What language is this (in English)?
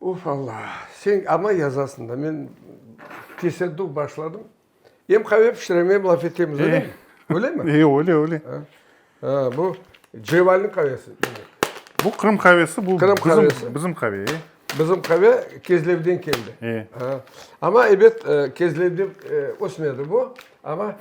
Crimean Tatar